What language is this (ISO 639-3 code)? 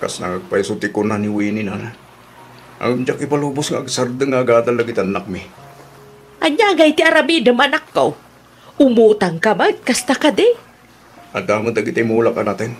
ilo